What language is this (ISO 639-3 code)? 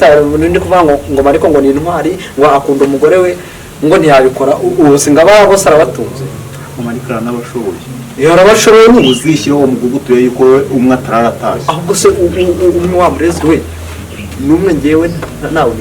kin